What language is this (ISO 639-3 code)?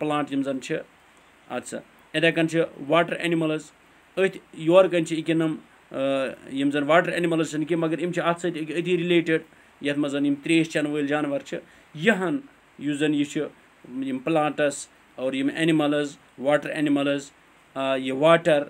kas